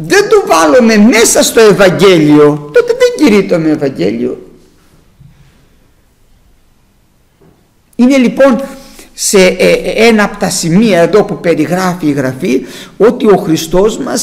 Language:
Greek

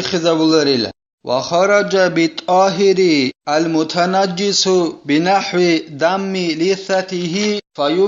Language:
Avaric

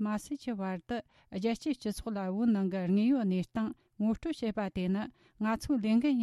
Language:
Tibetan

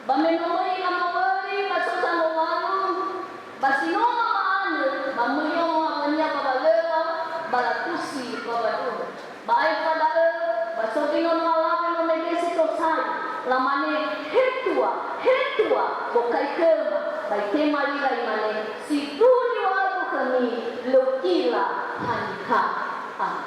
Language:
Nias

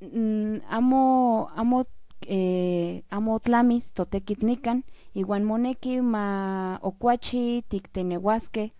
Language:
Central Nahuatl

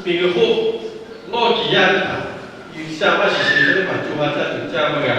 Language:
Lahu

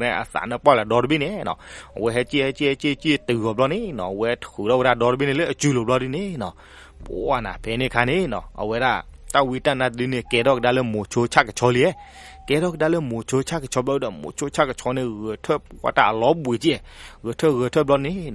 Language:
S'gaw Karen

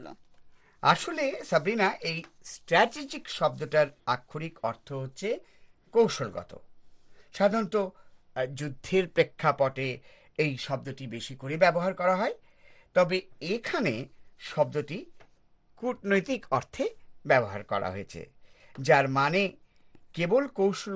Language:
Bangla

